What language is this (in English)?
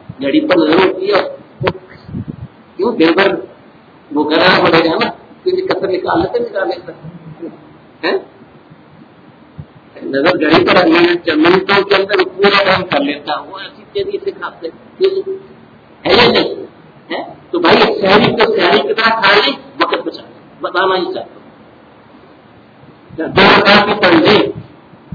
Urdu